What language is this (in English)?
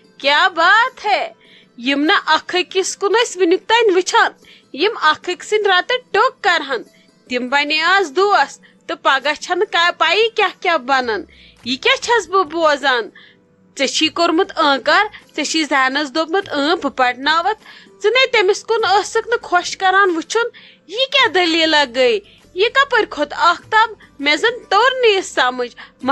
Kashmiri